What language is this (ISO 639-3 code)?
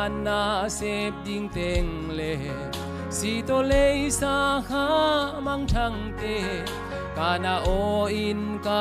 ctd